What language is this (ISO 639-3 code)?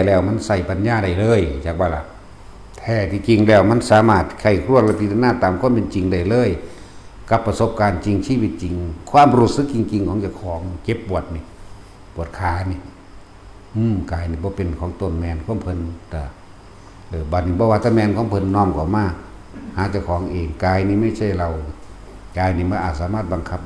tts